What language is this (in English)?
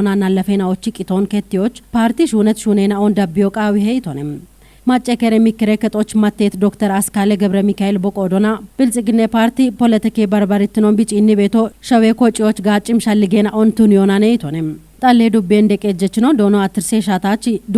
Kafa